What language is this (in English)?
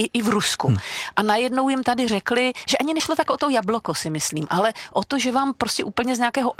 Czech